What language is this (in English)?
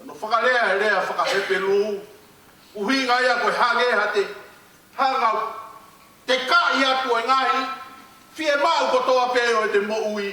Tongan